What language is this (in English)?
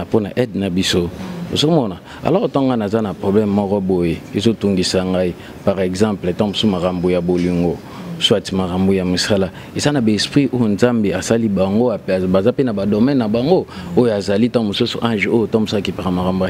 Lingala